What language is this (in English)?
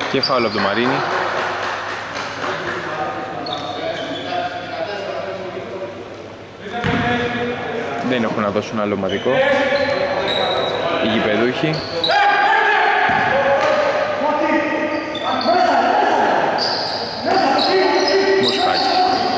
Greek